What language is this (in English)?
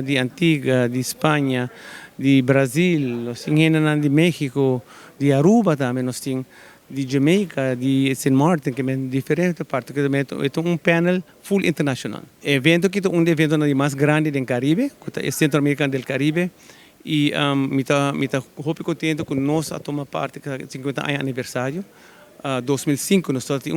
Papiamento